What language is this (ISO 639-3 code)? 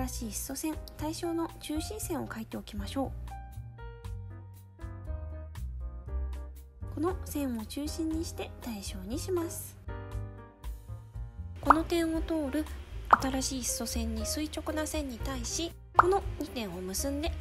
jpn